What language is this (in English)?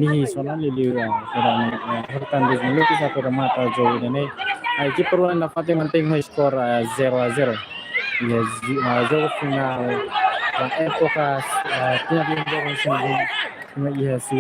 Tetum